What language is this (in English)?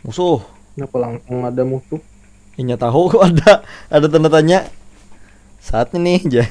Banjar